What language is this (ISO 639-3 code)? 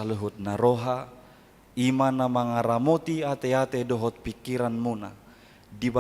bbc